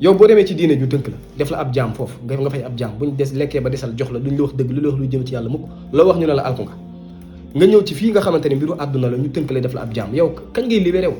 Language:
Wolof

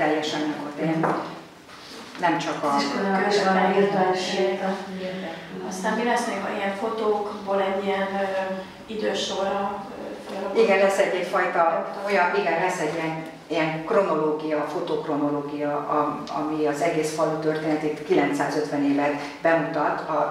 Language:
Hungarian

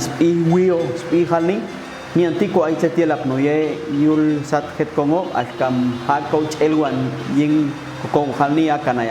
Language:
Popti'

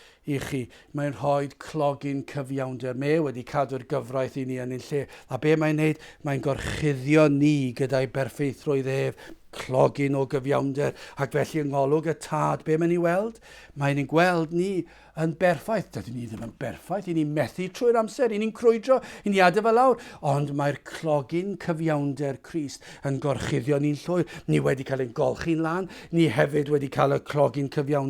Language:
Welsh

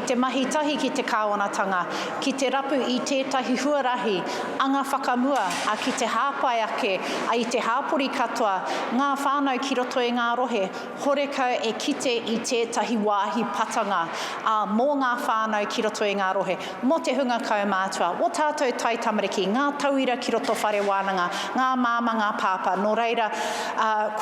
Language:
Māori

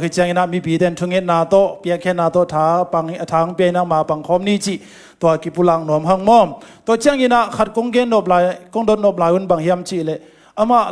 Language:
Tedim Chin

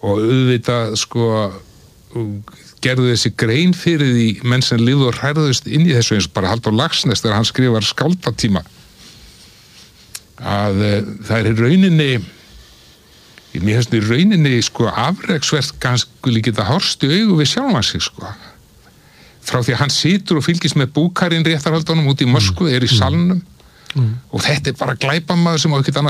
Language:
Icelandic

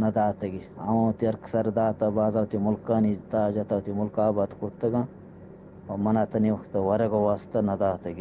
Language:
Eastern Balochi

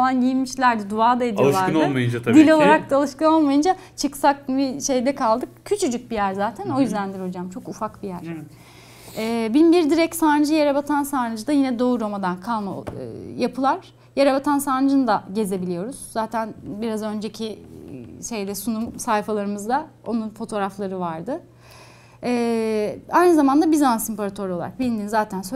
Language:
Turkish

